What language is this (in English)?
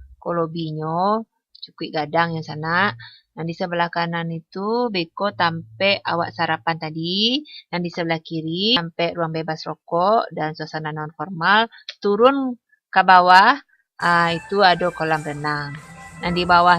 Minangkabau